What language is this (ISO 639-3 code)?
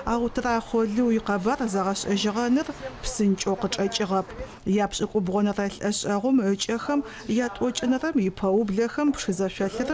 ady